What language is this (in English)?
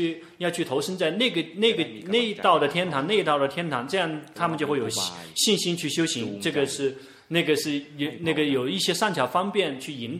Chinese